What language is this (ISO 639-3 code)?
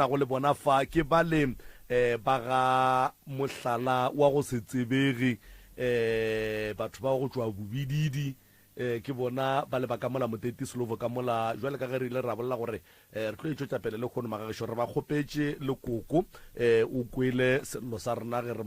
nso